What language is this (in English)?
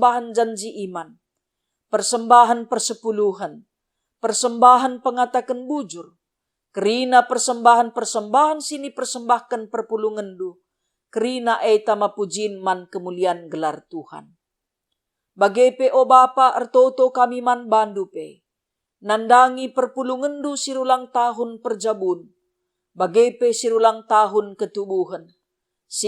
Batak Karo